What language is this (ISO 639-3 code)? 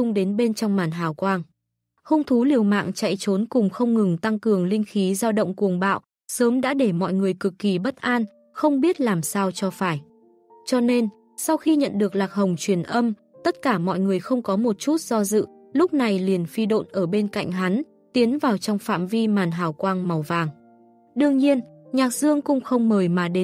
vie